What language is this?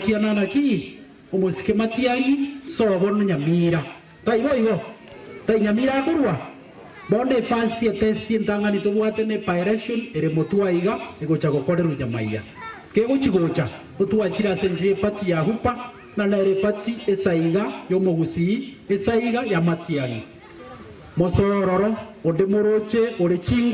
Gusii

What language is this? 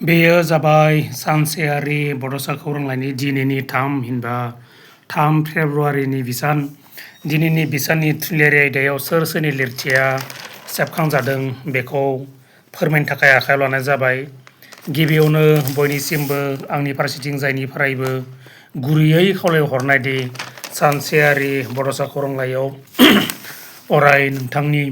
Bodo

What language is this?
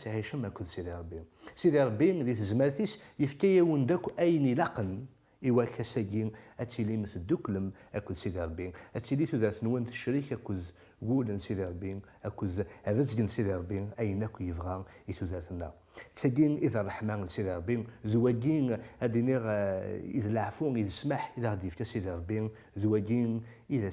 Kabyle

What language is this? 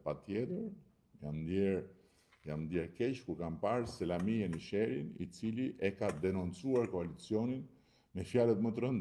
Albanian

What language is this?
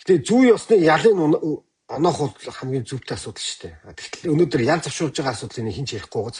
Mongolian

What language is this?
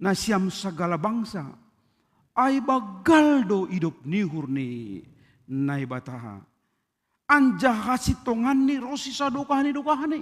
Batak Simalungun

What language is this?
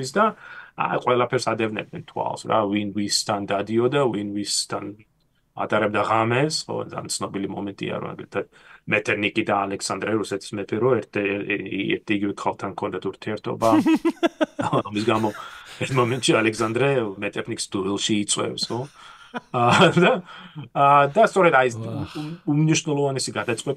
Georgian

